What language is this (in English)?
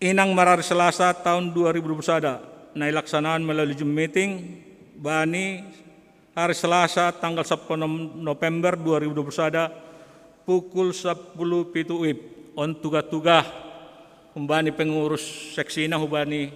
Batak Simalungun